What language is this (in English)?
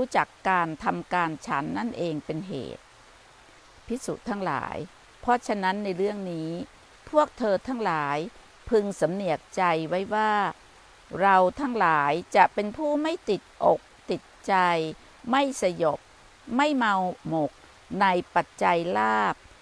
Thai